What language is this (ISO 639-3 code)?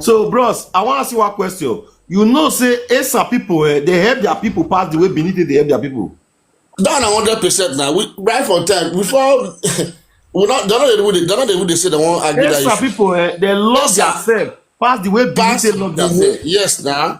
pcm